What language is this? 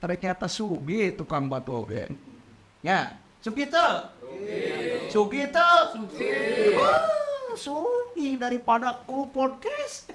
Sundanese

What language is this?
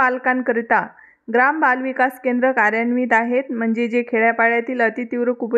Marathi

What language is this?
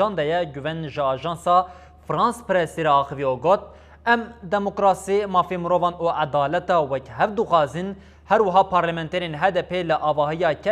Kurdish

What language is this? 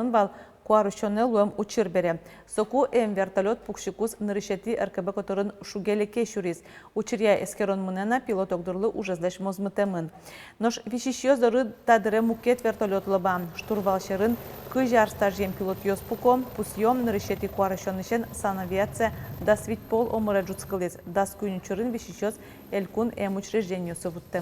Udmurt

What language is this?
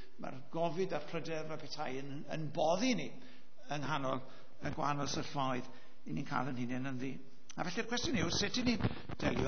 Welsh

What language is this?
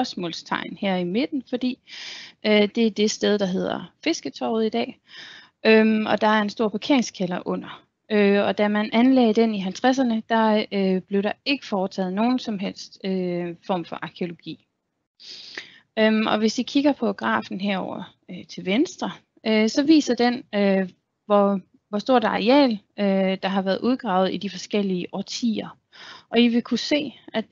Danish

